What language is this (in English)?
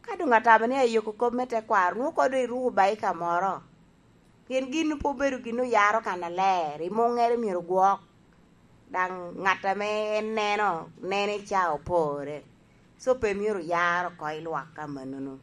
Lango (Uganda)